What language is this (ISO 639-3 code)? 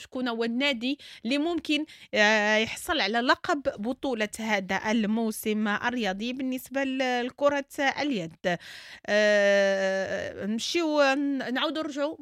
ary